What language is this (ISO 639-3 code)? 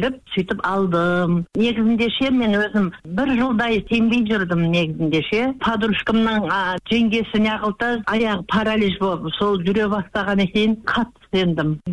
kaz